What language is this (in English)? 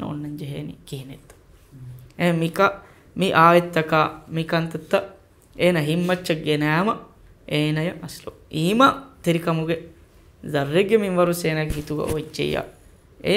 Divehi